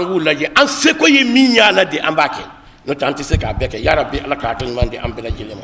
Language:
Bambara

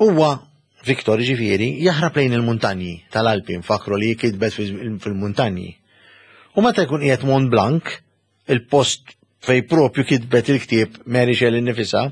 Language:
Maltese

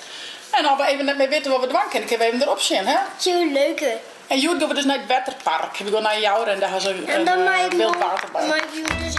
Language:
Western Frisian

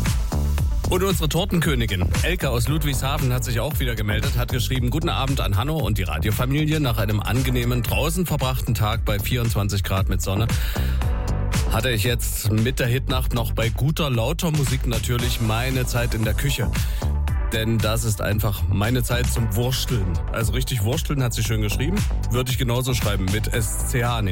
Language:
German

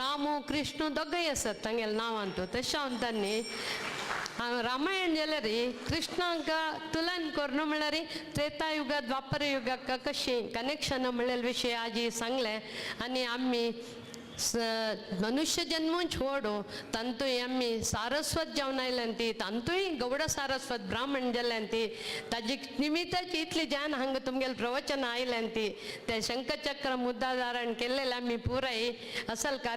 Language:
Konkani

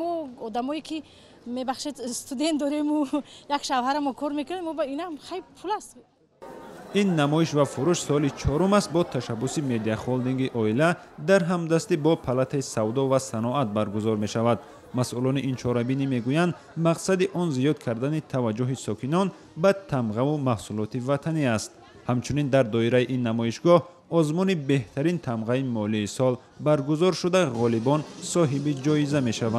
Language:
Tajik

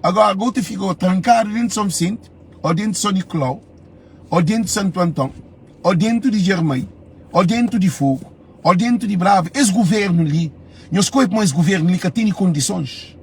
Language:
Kabuverdianu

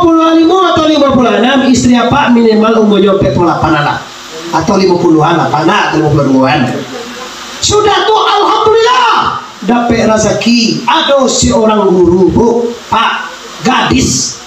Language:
Minangkabau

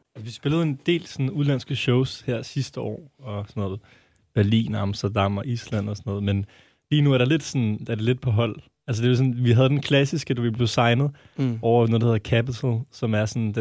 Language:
Danish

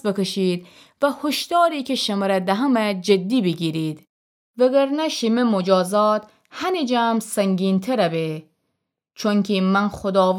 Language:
Gilaki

